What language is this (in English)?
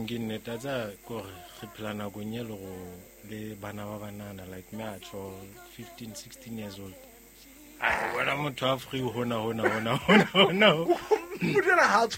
Southern Sotho